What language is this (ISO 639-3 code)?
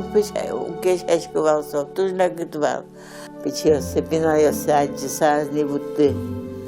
udm